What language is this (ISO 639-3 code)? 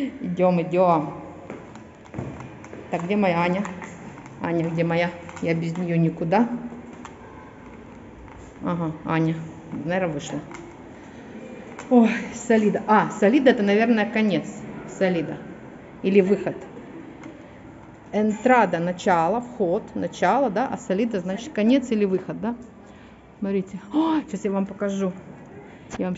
rus